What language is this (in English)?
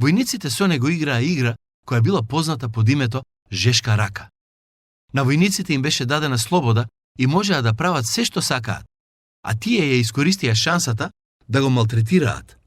Macedonian